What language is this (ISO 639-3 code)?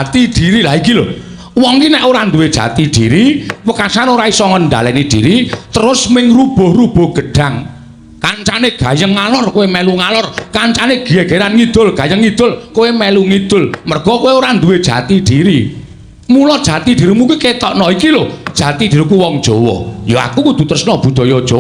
jav